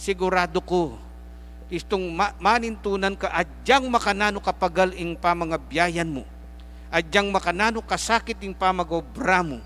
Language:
Pampanga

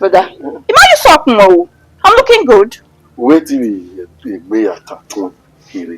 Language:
Bini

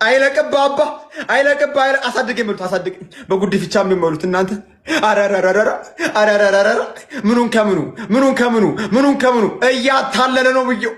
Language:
Amharic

